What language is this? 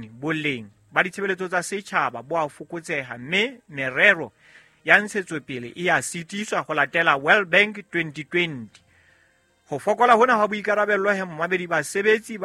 Southern Sotho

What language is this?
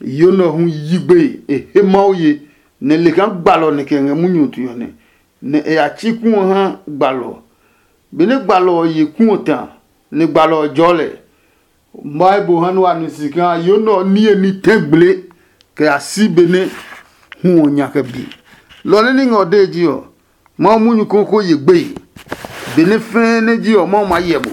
Adangme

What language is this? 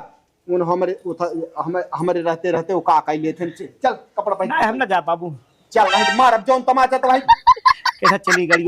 Awadhi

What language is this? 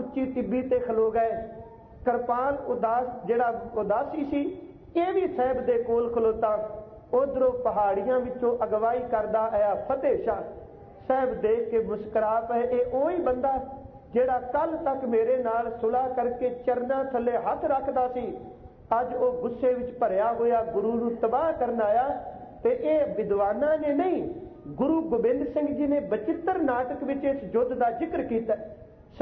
Punjabi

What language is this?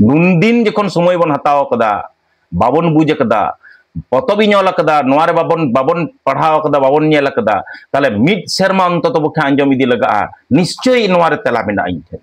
Santali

